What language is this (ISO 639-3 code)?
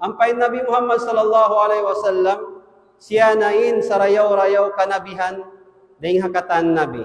tsg